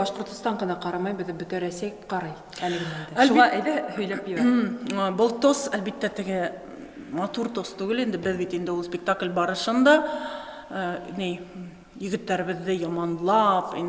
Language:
Bashkir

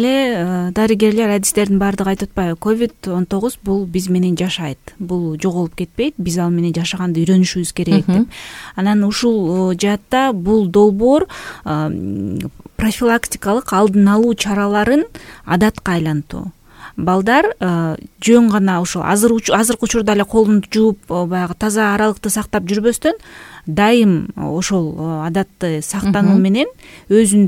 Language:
Kyrgyz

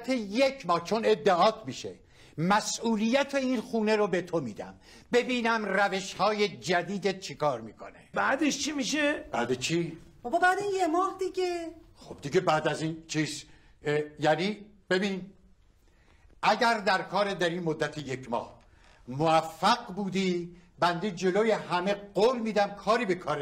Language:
Persian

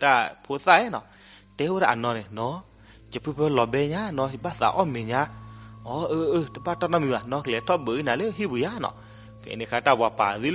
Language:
S'gaw Karen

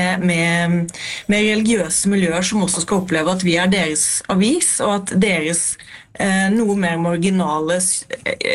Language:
Norwegian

